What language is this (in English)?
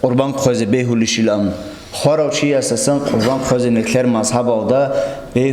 Avaric